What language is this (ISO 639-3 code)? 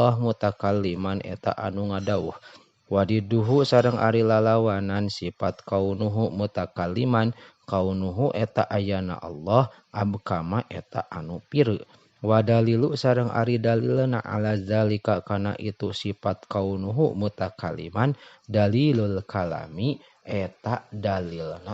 sun